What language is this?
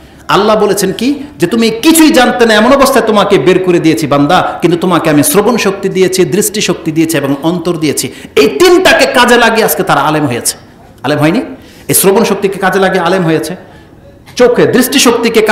Bangla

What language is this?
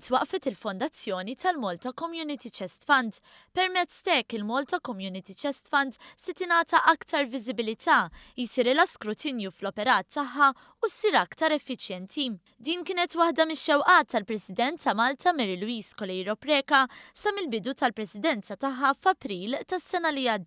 Maltese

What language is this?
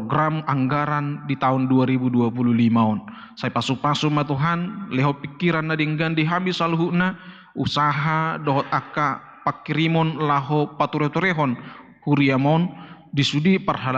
Batak Toba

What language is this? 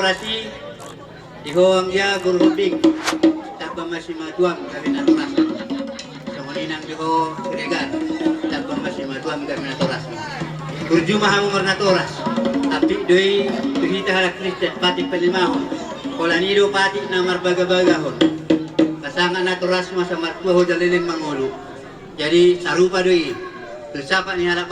Batak Toba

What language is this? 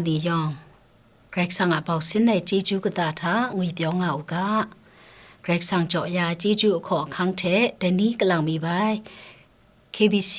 Kachin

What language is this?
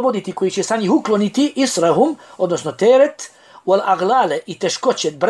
Bosnian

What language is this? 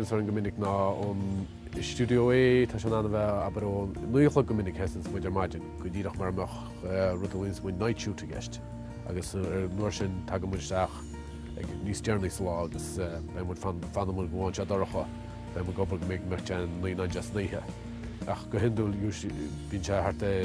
Irish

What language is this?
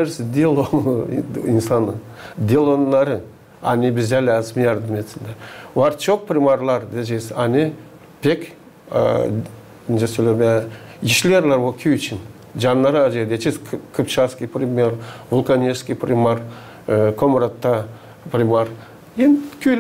Gagauz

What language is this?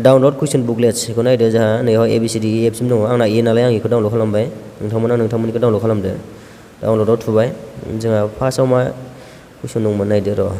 Bodo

